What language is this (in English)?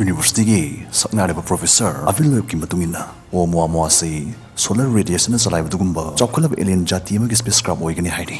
Manipuri